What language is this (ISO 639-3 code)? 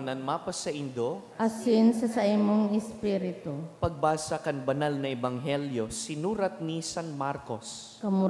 bik